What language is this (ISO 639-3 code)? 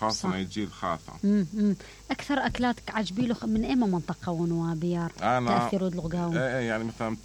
acm